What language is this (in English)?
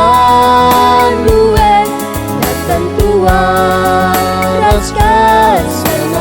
Batak Karo